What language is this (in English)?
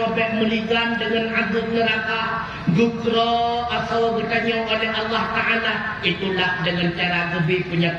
Achinese